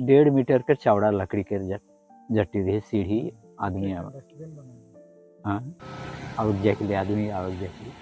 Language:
Sadri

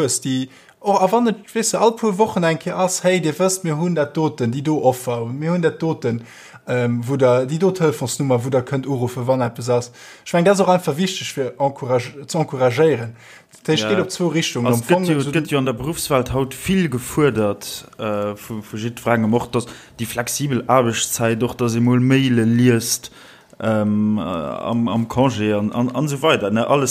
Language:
Luxembourgish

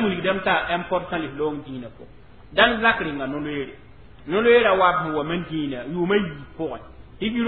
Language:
Mossi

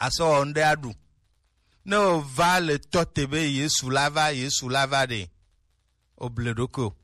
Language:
Gen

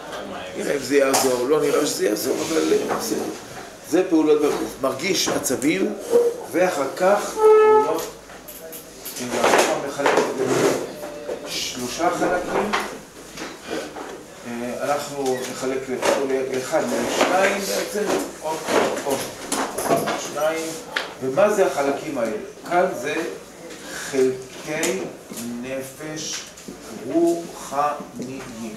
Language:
Hebrew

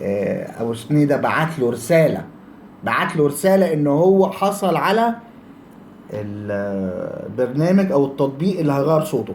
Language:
Egyptian Arabic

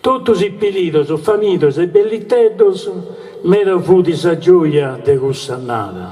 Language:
Sardinian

